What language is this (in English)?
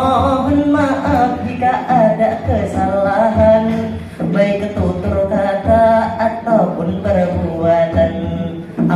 Banjar